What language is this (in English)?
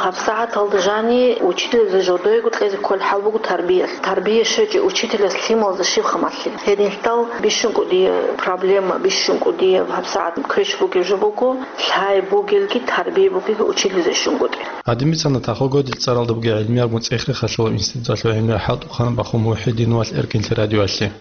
Avaric